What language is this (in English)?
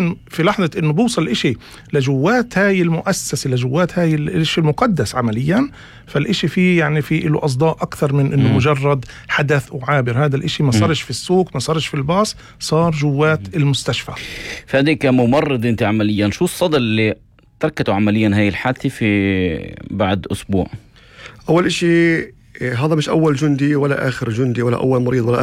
North Levantine Arabic